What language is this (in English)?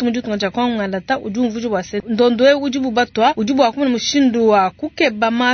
Luba-Lulua